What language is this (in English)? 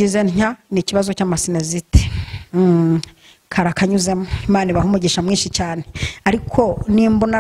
Kinyarwanda